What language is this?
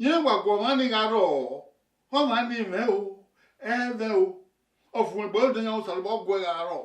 Bini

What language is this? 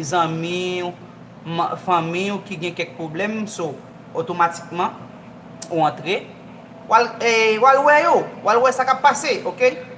Haitian Creole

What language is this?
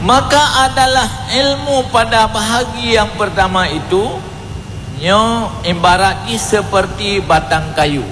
Achinese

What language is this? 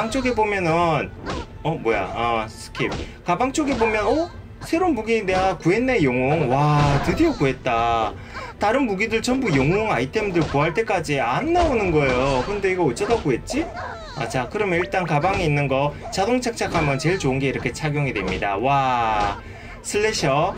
Korean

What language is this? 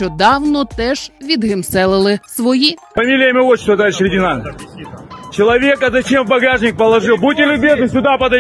Ukrainian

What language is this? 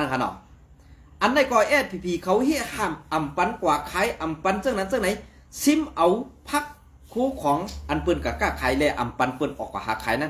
Shan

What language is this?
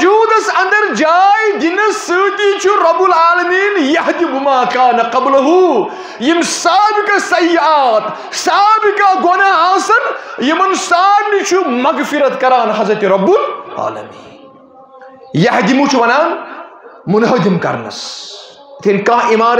Kashmiri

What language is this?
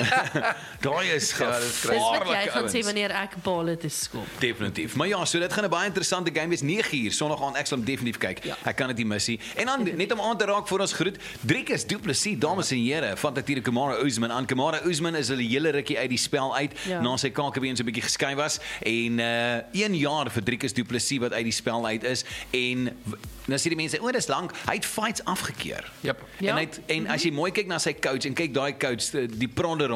Afrikaans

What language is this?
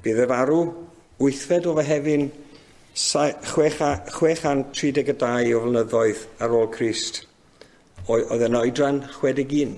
Welsh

